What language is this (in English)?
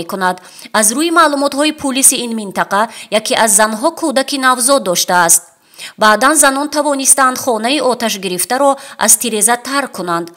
Tajik